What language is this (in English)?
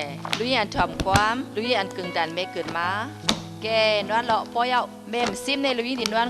Shan